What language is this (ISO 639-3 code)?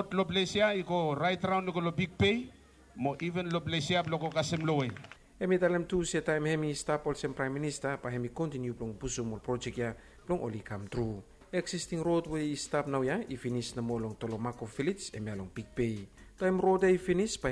bis